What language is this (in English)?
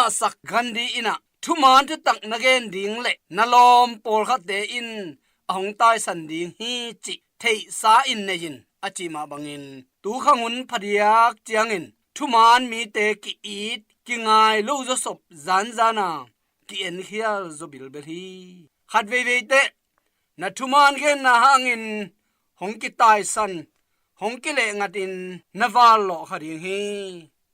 Tedim Chin